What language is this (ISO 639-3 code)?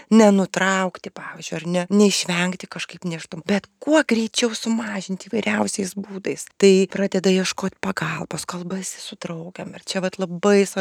lit